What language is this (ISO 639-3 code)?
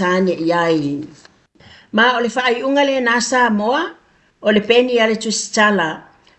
smo